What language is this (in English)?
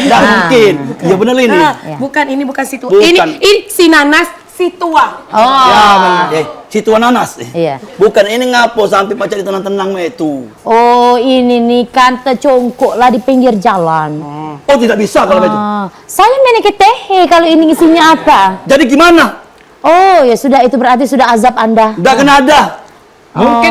Musi